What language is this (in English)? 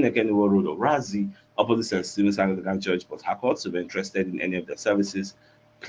Nigerian Pidgin